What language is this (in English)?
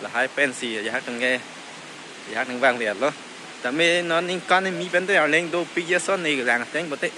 Karbi